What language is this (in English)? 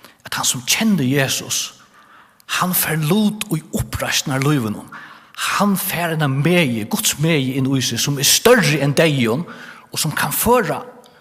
Faroese